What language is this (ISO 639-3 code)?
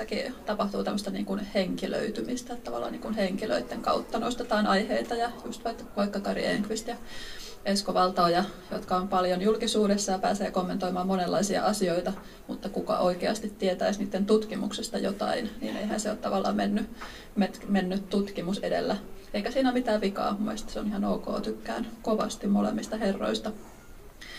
fin